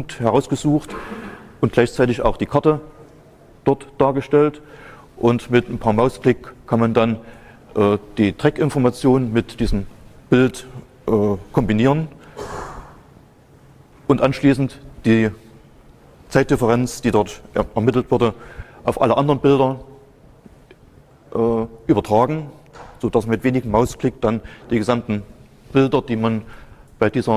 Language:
German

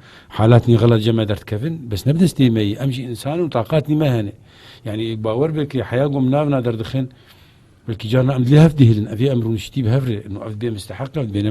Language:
Kurdish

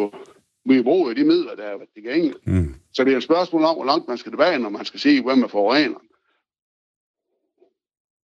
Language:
Danish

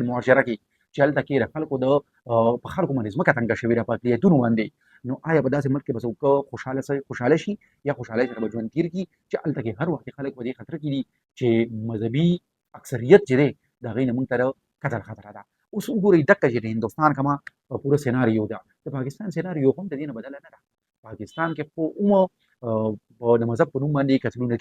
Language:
Pashto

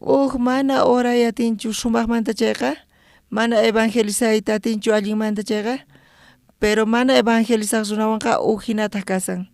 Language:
South Bolivian Quechua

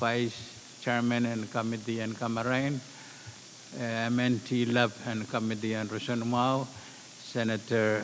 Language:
Pohnpeian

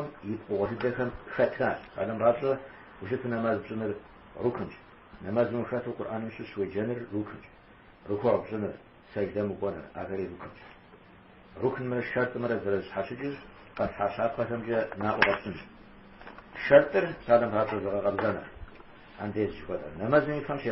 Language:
Kabardian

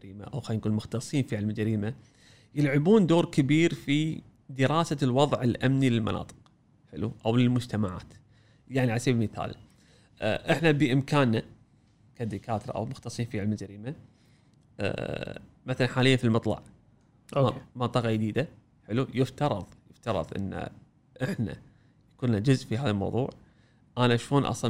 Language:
Gulf Arabic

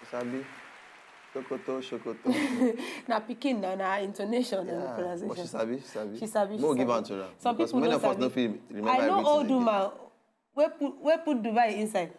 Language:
Nigerian Pidgin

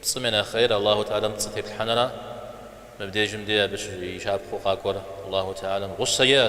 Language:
Kabardian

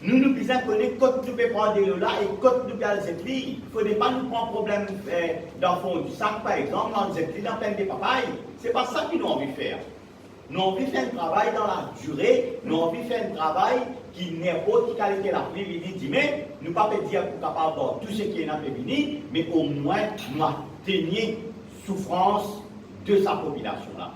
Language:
Morisyen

